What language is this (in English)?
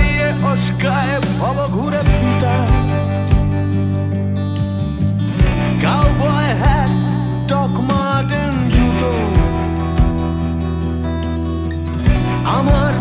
Bangla